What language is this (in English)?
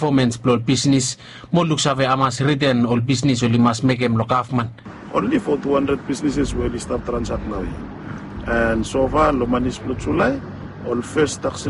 Bislama